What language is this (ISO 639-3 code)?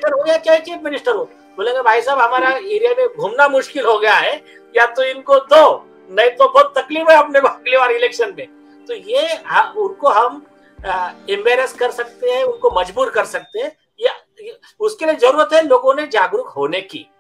hin